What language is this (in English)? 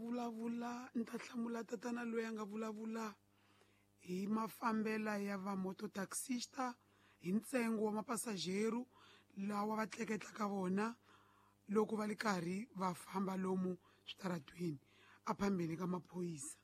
Tsonga